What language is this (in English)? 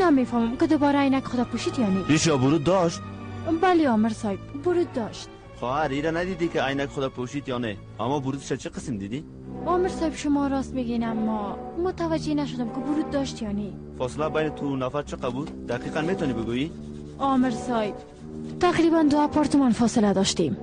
Persian